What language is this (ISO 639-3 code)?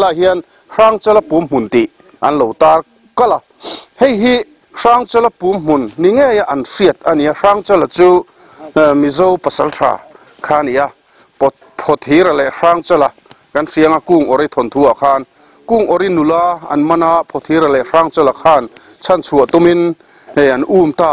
lus